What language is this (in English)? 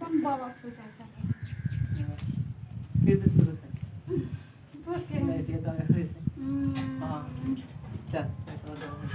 Magahi